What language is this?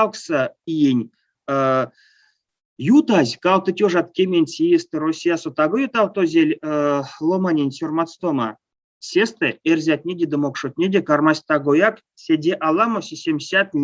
Erzya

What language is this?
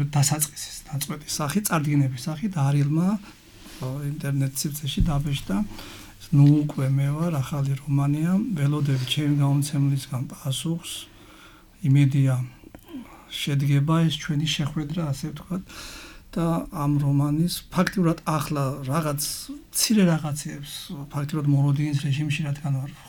Georgian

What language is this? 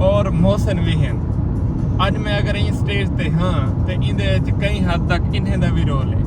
Saraiki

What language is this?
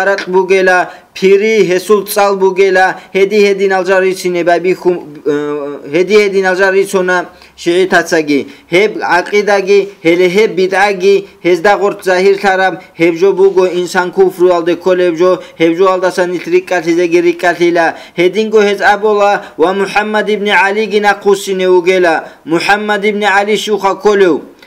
Avaric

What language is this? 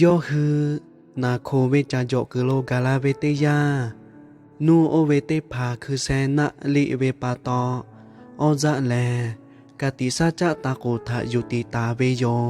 Lahu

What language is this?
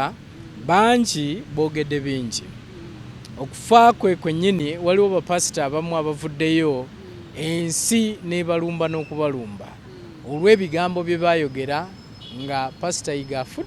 Ganda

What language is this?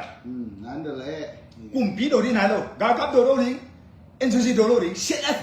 Tedim Chin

